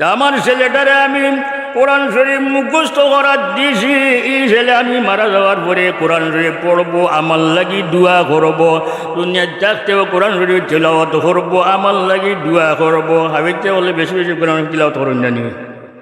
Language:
Sylheti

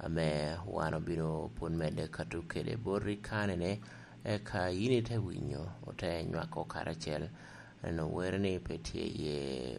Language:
Lango (Uganda)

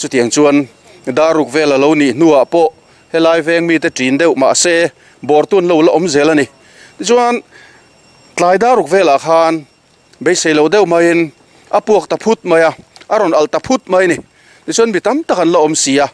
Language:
Mizo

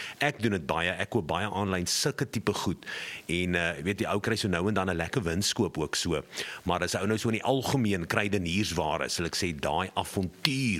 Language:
Afrikaans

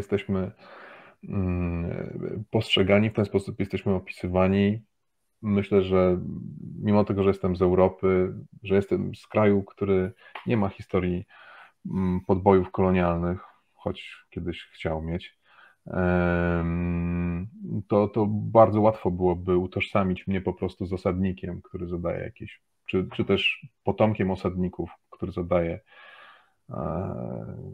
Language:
Polish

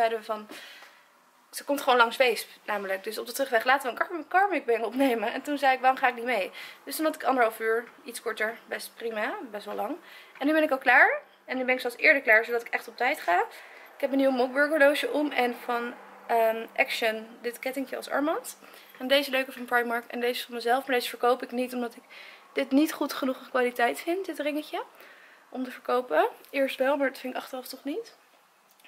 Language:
Dutch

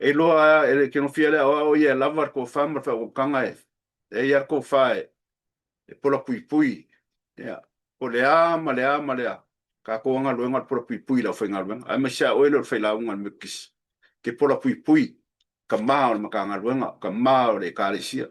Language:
Samoan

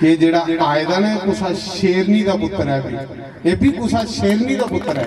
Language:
Dogri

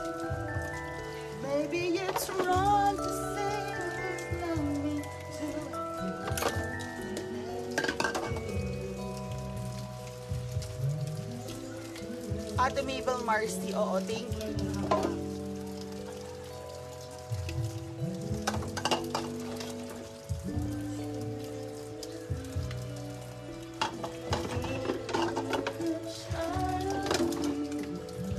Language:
Filipino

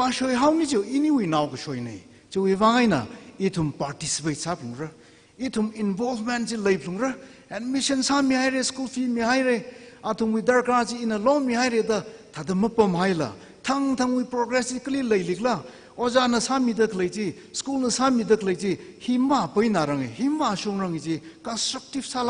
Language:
Tangkhul Naga (India)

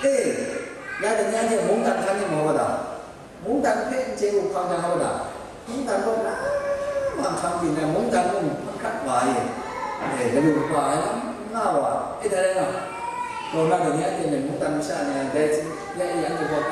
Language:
Kachin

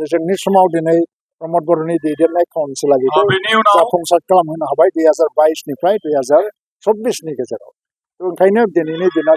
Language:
Bodo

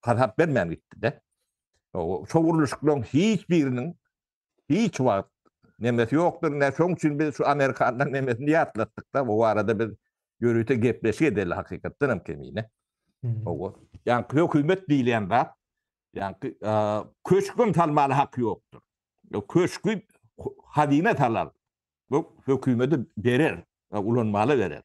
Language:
Turkmen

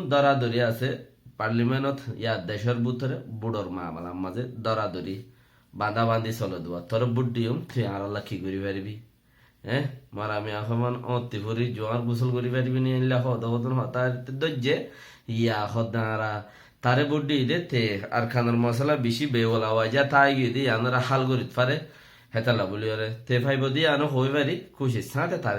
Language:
Rohingya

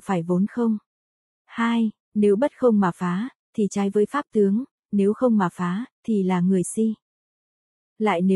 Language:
Vietnamese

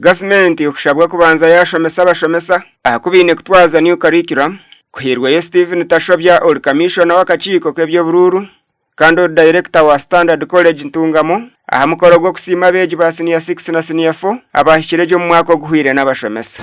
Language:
Nyankole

